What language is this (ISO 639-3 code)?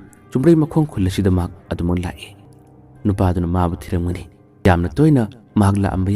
mni